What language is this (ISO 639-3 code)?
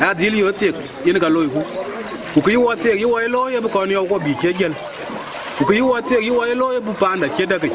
din